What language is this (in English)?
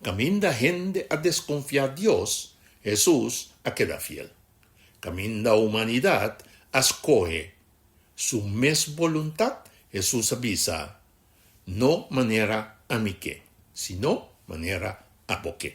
Papiamento